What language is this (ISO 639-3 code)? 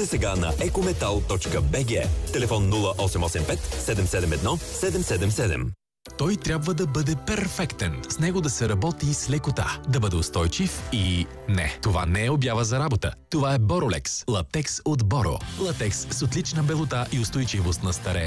bul